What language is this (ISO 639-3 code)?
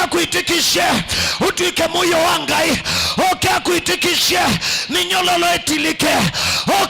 kam